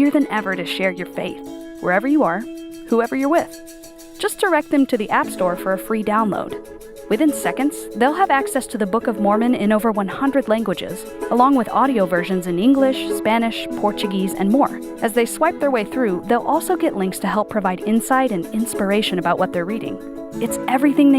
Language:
Tahitian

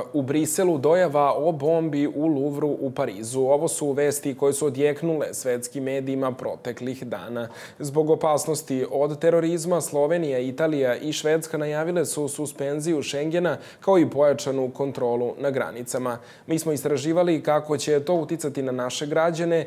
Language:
Serbian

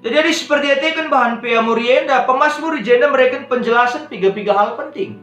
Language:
Batak Karo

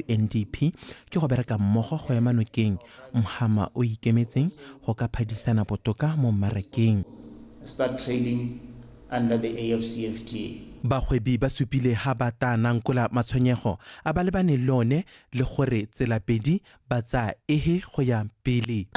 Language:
Tswana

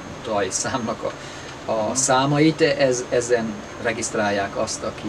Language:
Hungarian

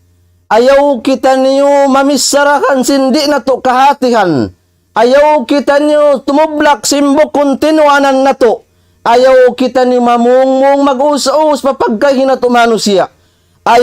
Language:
Tausug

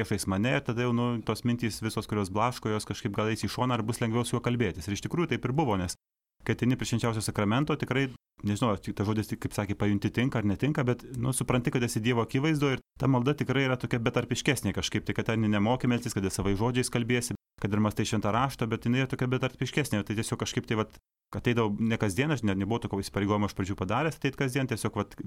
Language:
Lithuanian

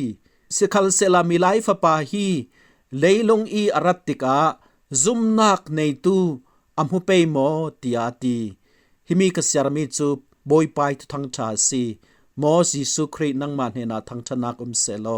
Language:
Falam Chin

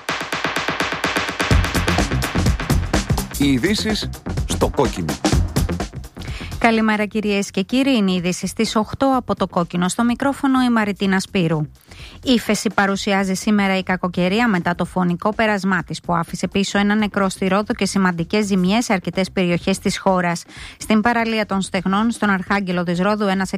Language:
Greek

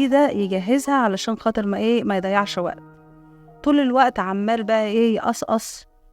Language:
Egyptian Arabic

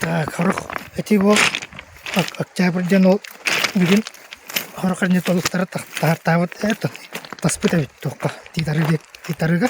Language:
Yakut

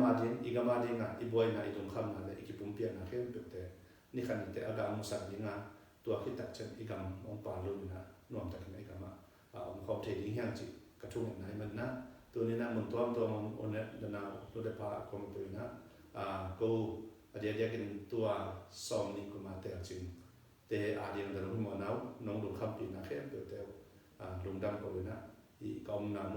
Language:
Tedim Chin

